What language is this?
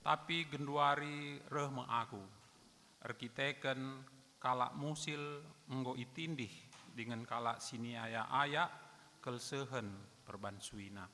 Batak Karo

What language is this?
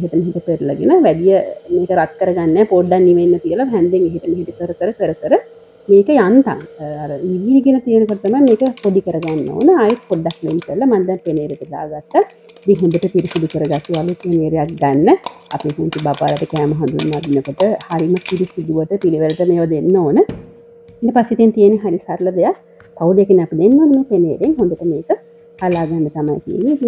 Sinhala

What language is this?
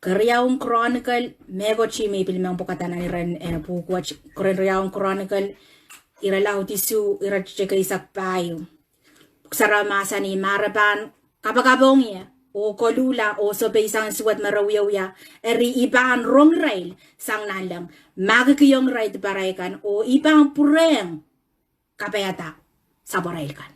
Pohnpeian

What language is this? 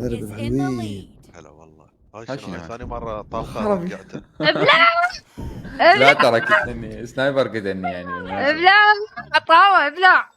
Mesopotamian Arabic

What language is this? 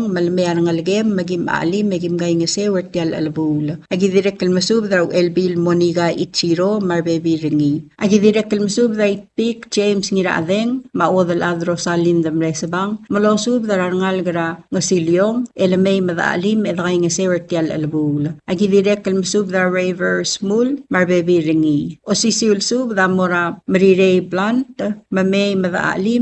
Palauan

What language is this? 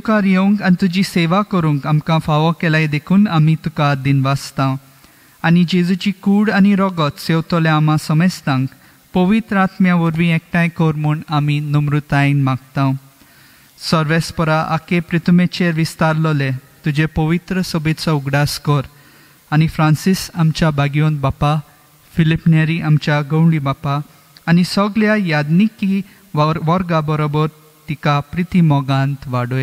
Konkani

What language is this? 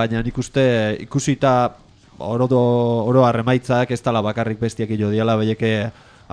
Basque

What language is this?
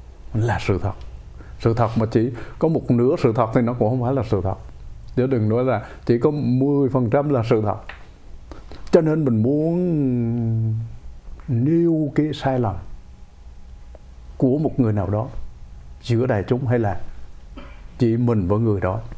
Vietnamese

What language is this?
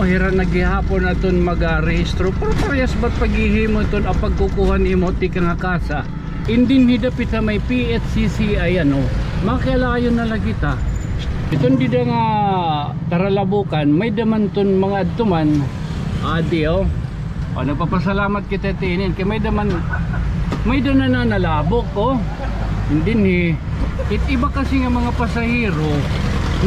Waray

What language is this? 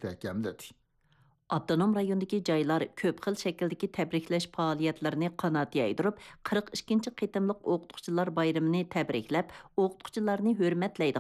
Uyghur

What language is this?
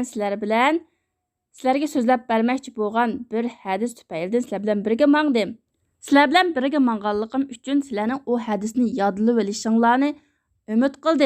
Uyghur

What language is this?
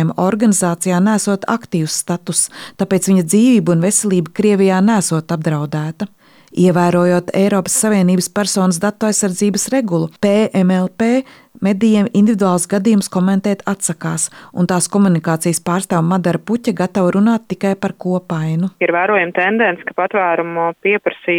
Latvian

